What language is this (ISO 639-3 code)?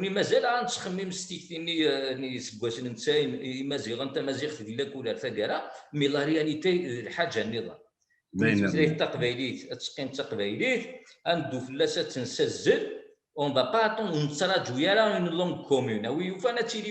kab